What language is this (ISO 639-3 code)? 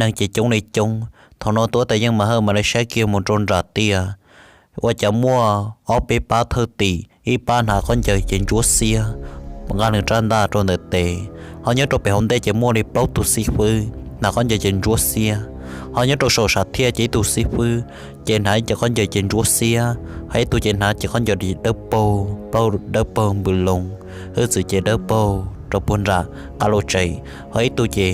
hmn